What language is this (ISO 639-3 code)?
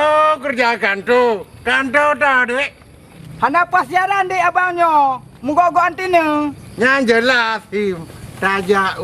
ace